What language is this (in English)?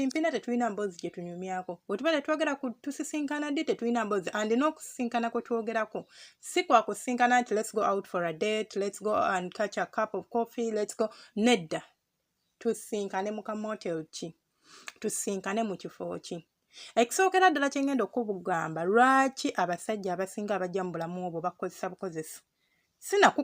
Ganda